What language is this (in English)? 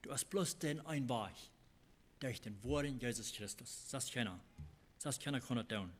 Plautdietsch